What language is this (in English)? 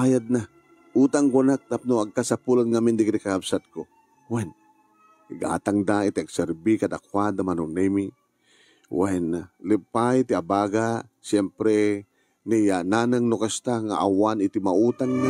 Iloko